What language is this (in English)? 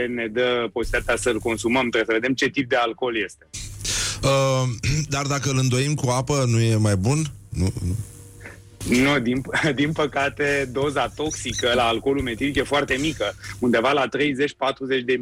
Romanian